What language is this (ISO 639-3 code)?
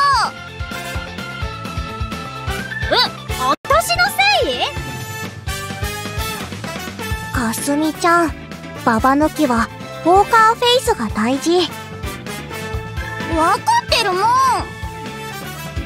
jpn